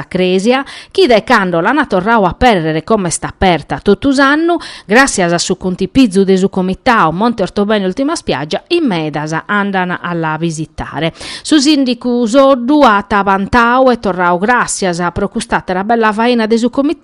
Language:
Sardinian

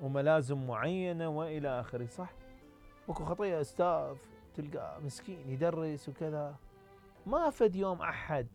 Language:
Mesopotamian Arabic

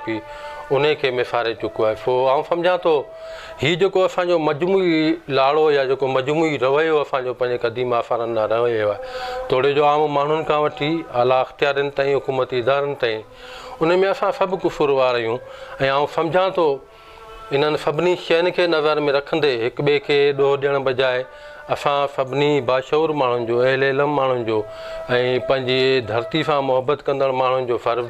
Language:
Sindhi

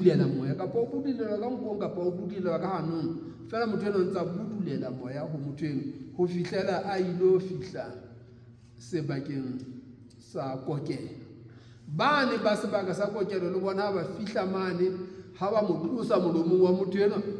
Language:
Southern Sotho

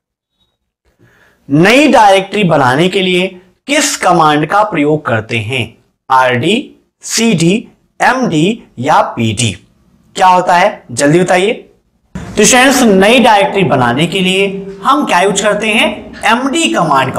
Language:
Hindi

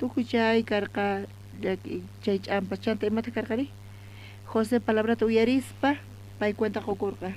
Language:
South Bolivian Quechua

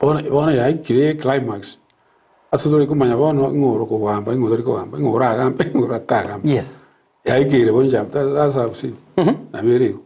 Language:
Gusii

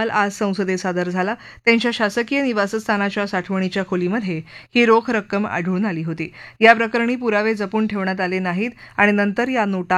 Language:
Marathi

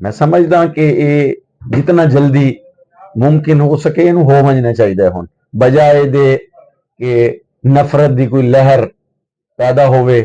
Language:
Saraiki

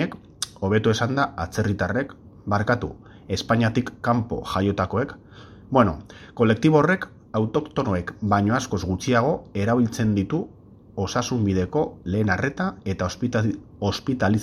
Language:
Basque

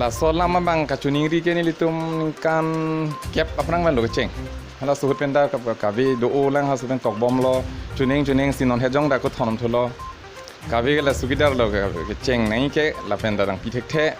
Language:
Karbi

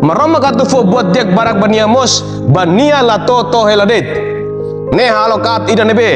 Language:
Tetum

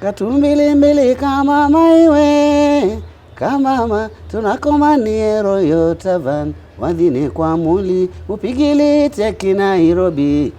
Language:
Kamba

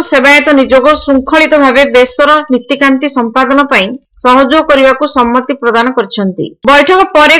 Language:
Odia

